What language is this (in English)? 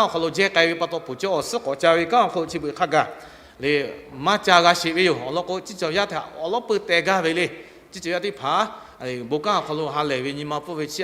Lahu